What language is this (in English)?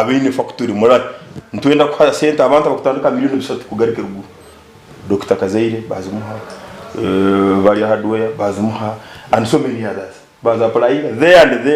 Nyankole